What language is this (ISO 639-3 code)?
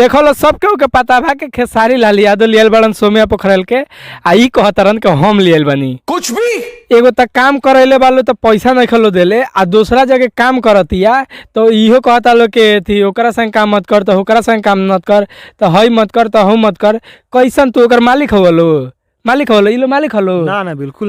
bho